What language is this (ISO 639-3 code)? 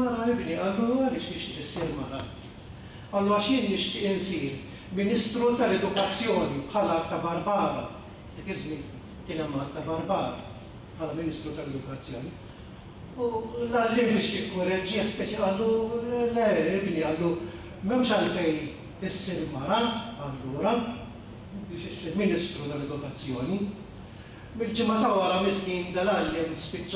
mlt